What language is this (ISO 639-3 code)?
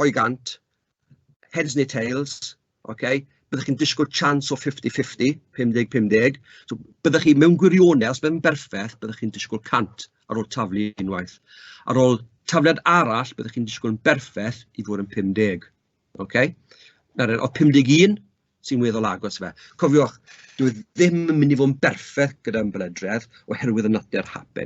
cym